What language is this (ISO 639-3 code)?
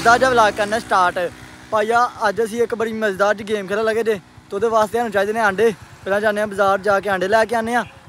pan